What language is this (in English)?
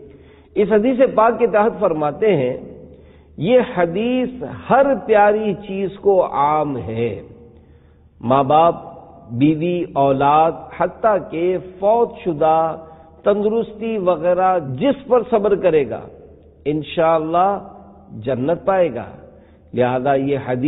Urdu